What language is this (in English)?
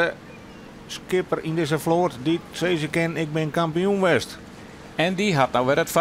Western Frisian